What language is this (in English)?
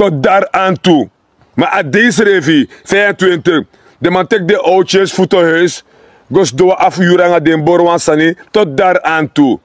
Sranan Tongo